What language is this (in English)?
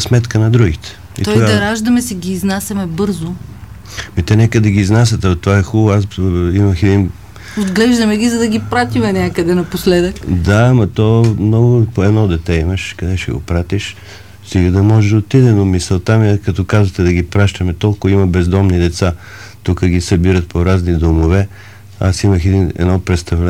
Bulgarian